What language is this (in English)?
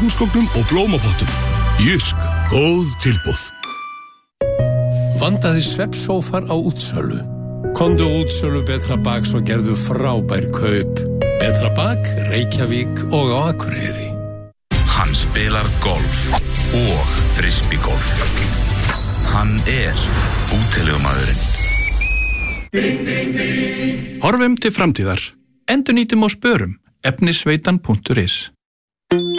Icelandic